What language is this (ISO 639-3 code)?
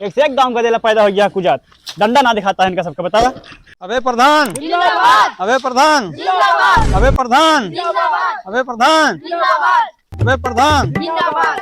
awa